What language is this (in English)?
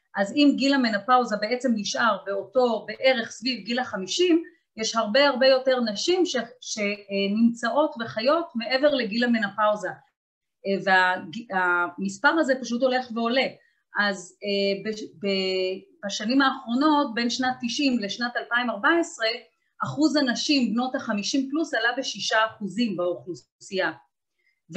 Hebrew